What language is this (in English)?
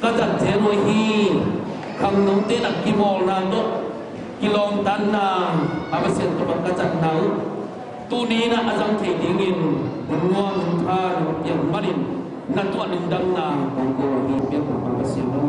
Tedim Chin